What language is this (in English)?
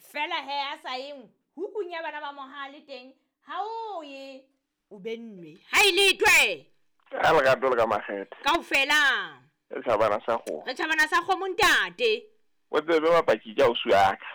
Southern Sotho